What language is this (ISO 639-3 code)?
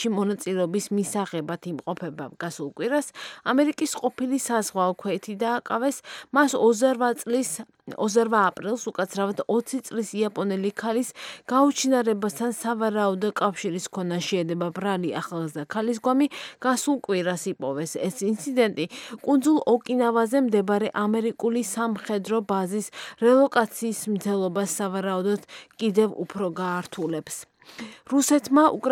kat